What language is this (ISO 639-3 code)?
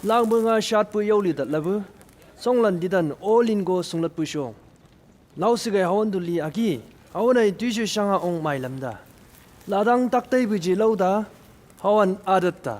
nbc